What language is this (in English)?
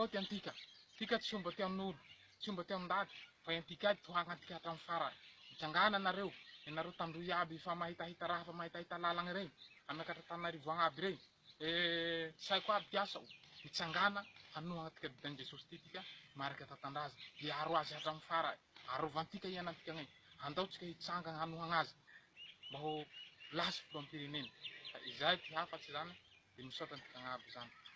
Malagasy